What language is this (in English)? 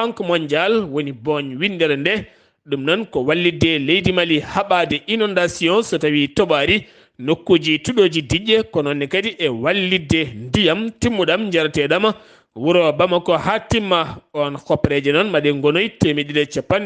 Fula